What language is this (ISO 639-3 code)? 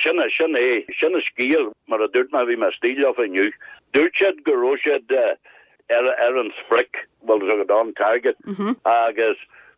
gle